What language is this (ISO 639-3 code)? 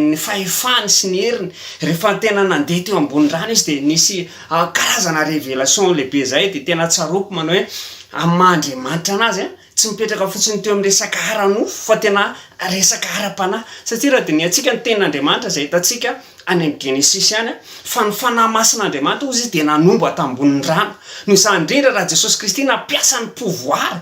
mlg